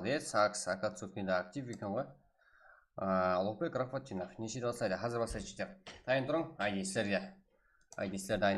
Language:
Kara-Kalpak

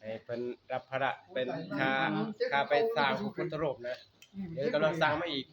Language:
Northeastern Thai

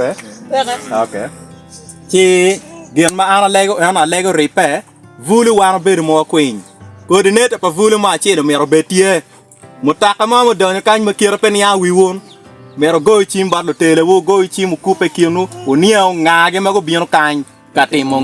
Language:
Acoli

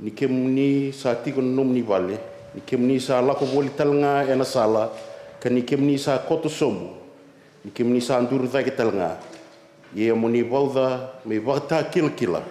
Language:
Fijian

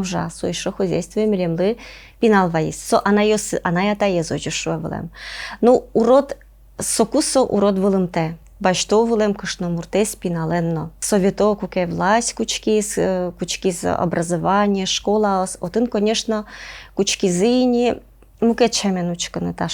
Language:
Udmurt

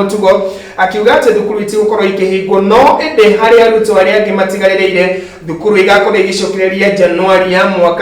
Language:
Kikuyu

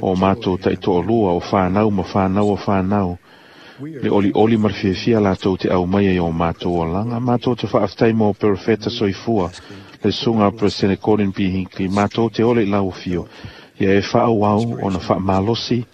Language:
Samoan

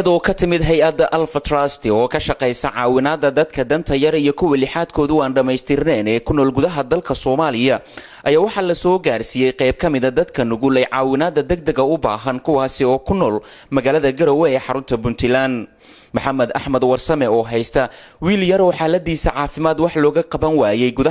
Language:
Somali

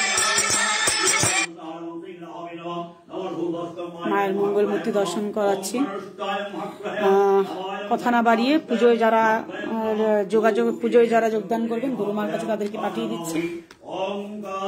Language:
Bangla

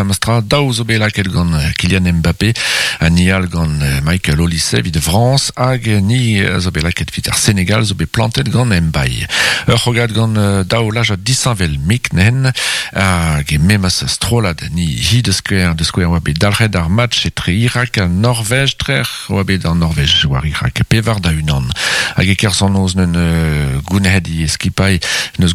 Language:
Breton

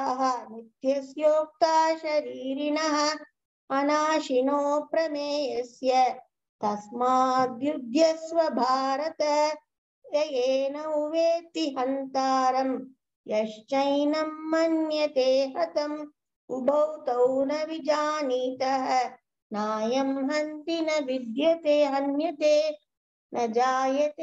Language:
Sanskrit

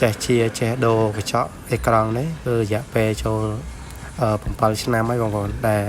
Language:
Khmer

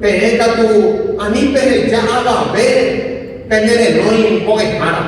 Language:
Guarani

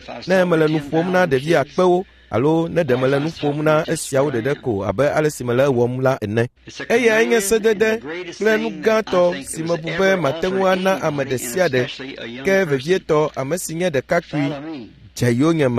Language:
Ewe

